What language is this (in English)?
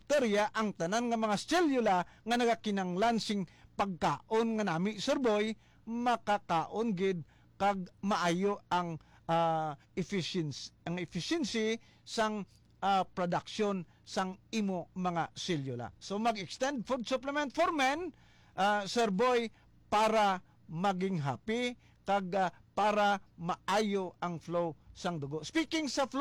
Hiligaynon